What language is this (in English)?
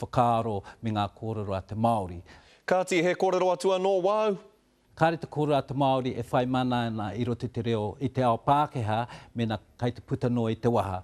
Māori